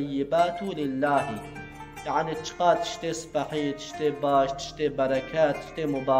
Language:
Kurdish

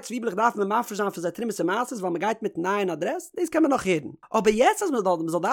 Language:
Yiddish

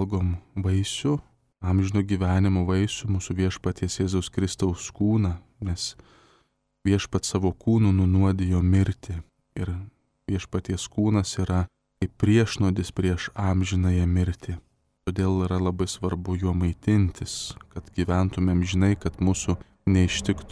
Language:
Lithuanian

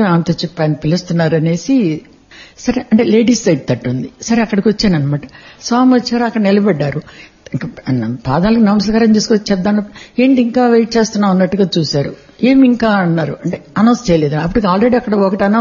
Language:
Telugu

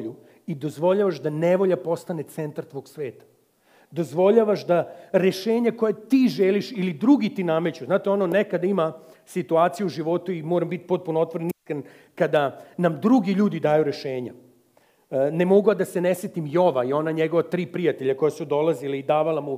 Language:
Serbian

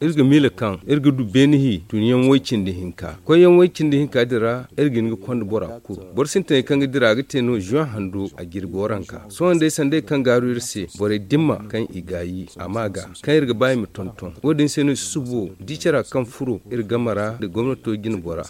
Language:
Zarma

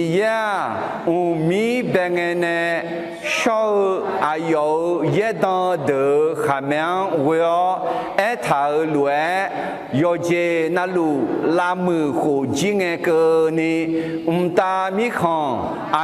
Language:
Akha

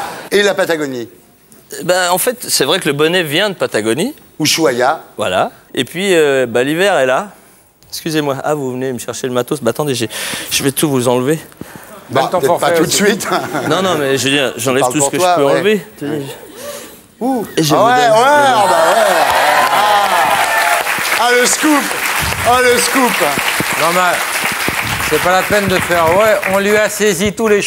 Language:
French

